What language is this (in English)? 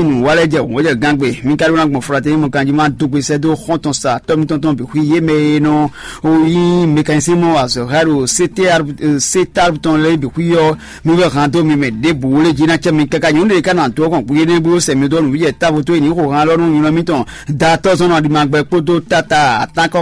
Fon